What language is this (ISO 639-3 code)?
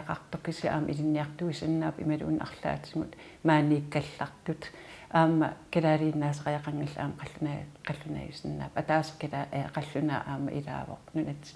kal